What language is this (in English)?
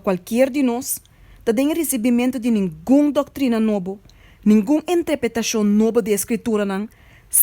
Papiamento